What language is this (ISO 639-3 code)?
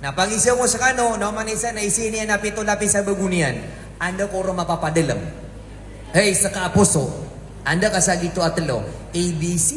mrw